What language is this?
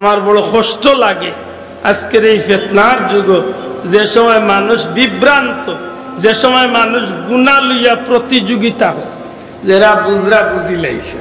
Sylheti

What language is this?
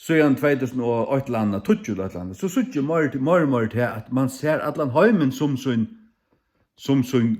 Faroese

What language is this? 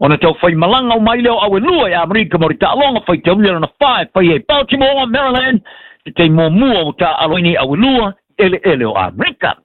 Samoan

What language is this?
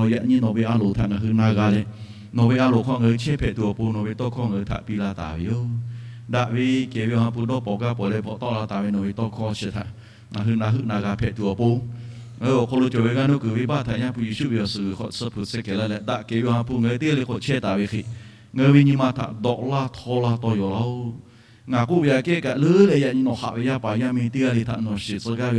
Lahu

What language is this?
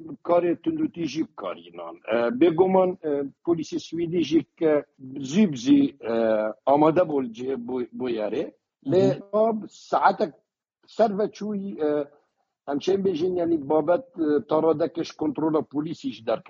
Kurdish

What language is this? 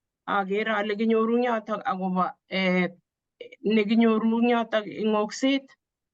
Kalenjin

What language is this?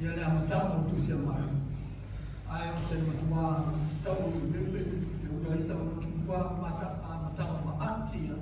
Samoan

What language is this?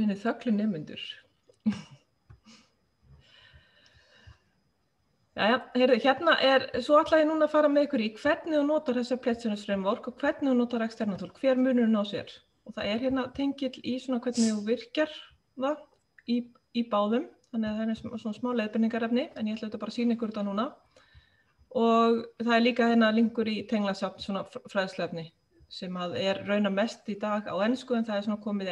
Icelandic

